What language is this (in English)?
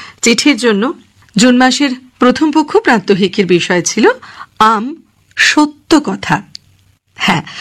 Bangla